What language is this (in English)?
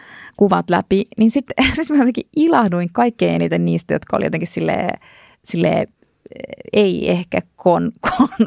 Finnish